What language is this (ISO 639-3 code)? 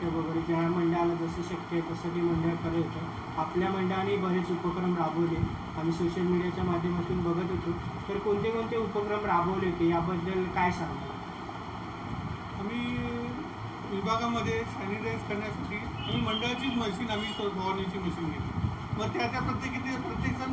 mar